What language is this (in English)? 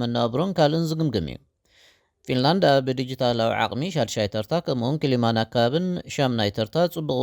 Tigrinya